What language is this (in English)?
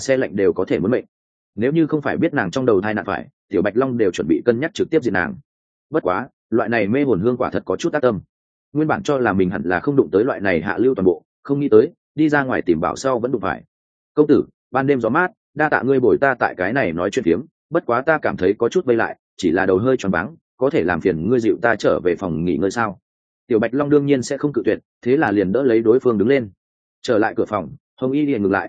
Vietnamese